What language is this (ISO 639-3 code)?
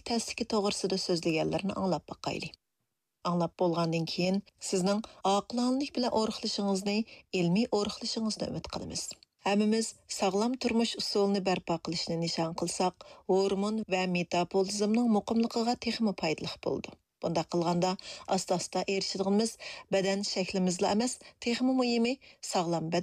uig